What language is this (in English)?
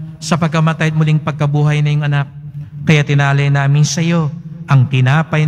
Filipino